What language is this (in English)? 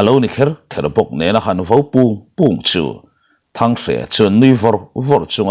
Mizo